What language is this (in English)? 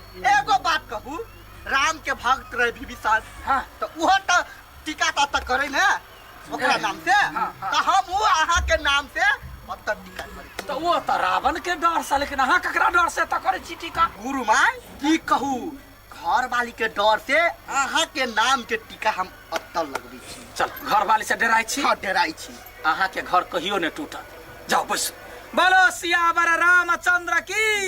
Maithili